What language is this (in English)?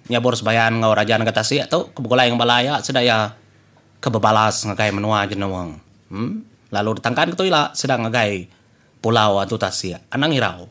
Iban